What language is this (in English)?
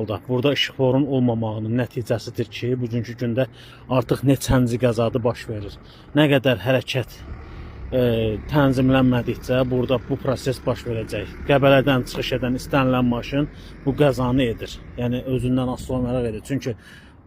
Azerbaijani